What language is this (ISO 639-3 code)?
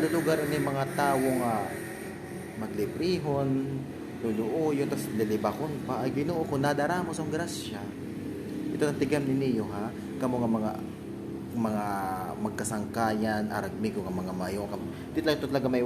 war